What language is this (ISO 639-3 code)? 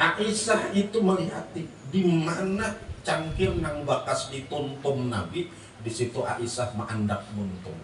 bjn